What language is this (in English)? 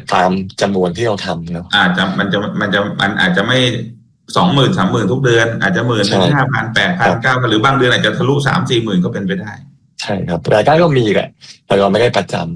Thai